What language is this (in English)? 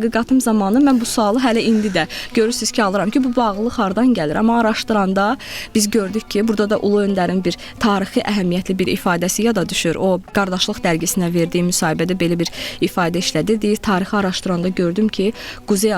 Azerbaijani